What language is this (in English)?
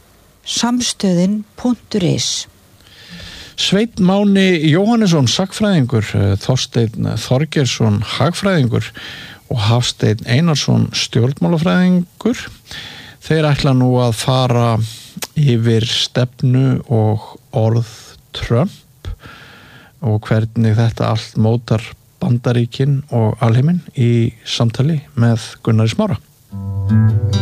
Icelandic